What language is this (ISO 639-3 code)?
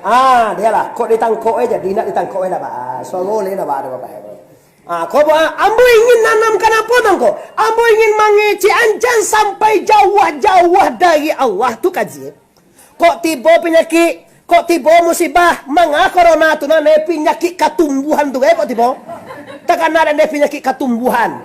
min